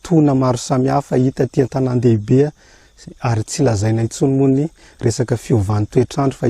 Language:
Malagasy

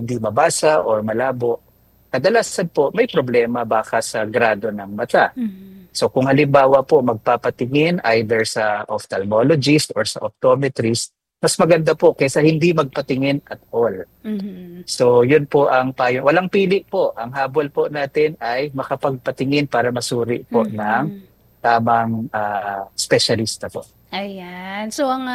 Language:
Filipino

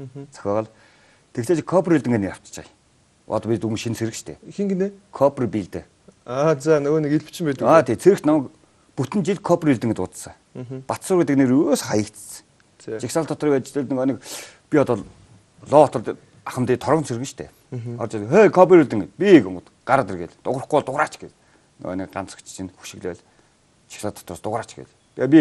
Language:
Mongolian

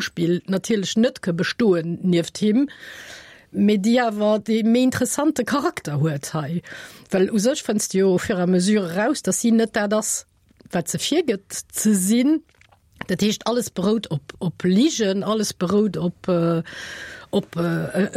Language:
Luxembourgish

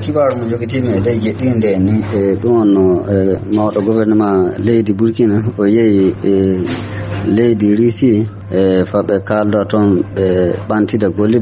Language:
Fula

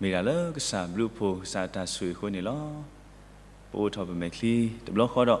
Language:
S'gaw Karen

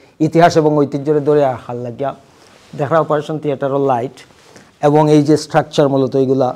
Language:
Sylheti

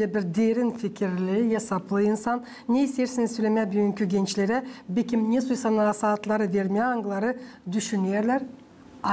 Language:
Gagauz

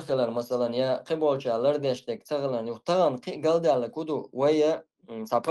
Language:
Chechen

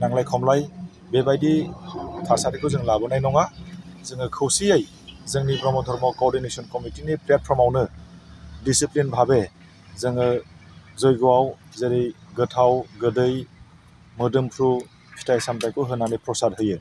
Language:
Bodo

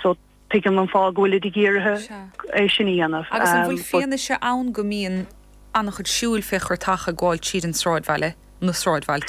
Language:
Irish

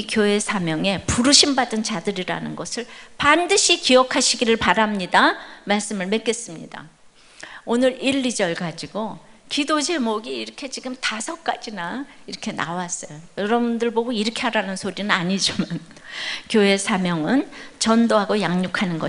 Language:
Korean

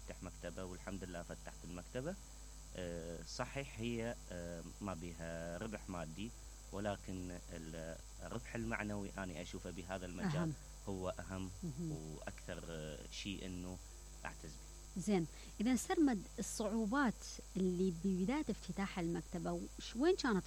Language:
Mesopotamian Arabic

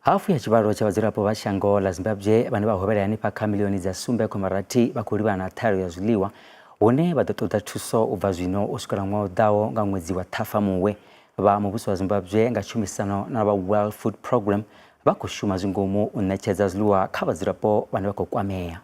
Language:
Venda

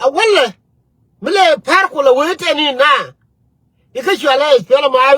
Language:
Nuer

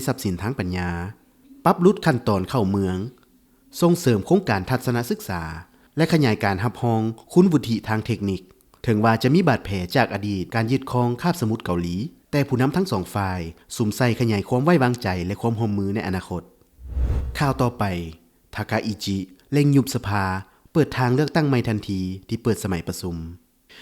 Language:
Lao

